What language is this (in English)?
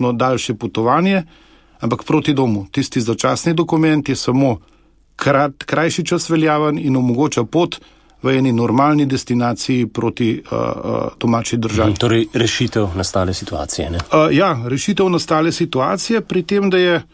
Slovenian